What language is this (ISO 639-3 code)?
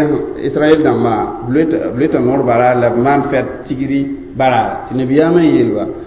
mos